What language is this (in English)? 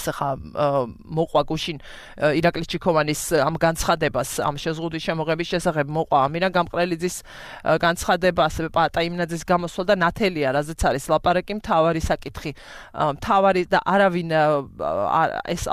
Georgian